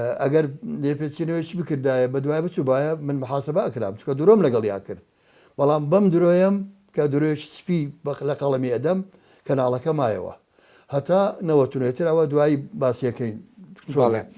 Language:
Central Kurdish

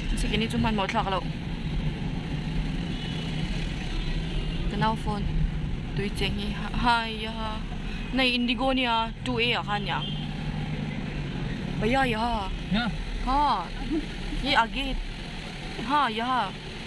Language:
Mizo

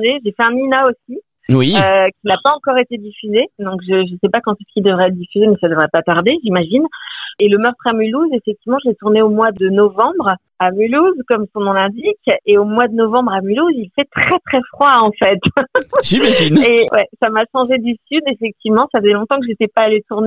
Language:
French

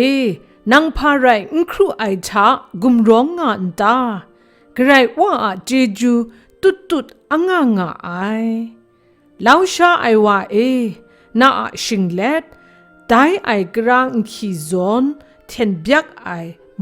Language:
Kachin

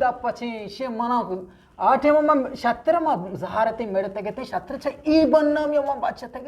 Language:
Eastern Balochi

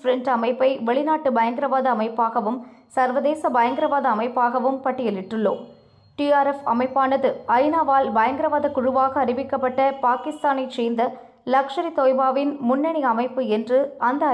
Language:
Tamil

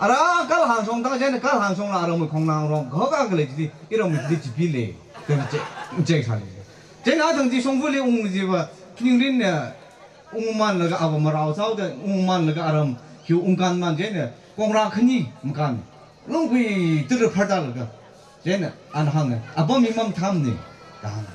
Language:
Tangkhul Naga (India)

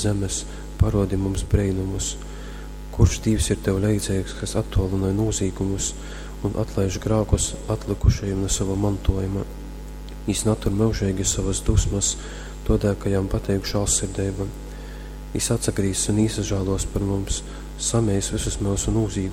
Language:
Latgalian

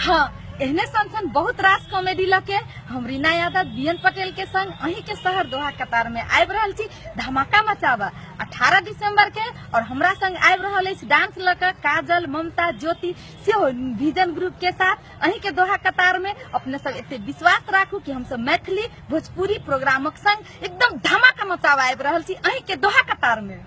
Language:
Maithili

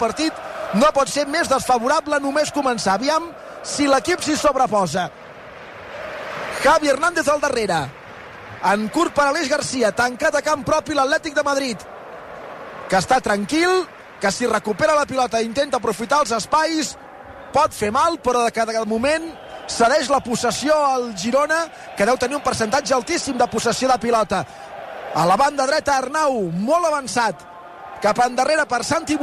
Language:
Catalan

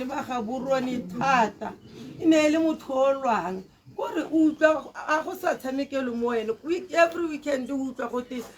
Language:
Tswana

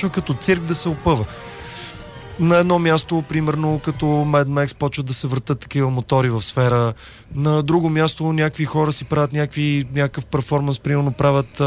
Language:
Bulgarian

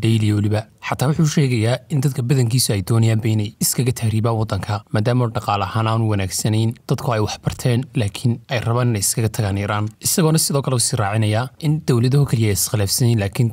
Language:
Somali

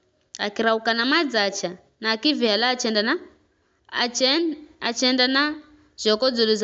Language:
Giryama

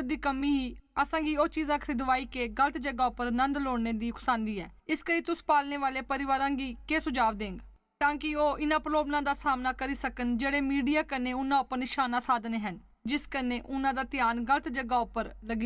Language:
Dogri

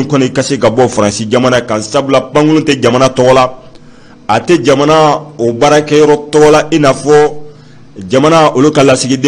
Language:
Bambara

